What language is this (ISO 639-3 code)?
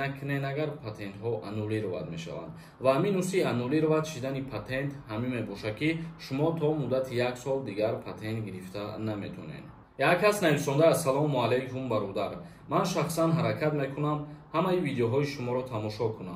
tgk